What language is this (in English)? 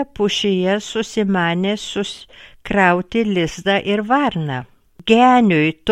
Lithuanian